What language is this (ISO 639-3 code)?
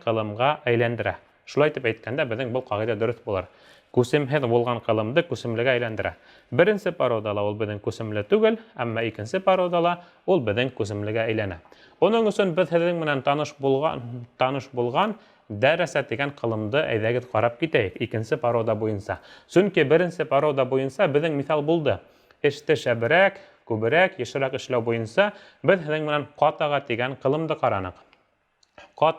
bak